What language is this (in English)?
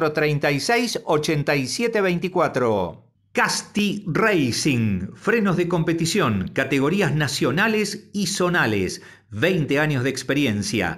Spanish